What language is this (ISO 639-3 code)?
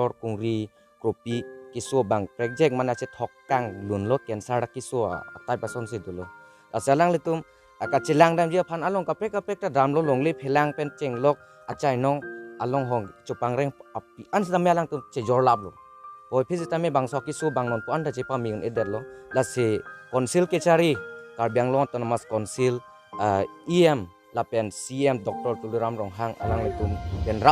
mjw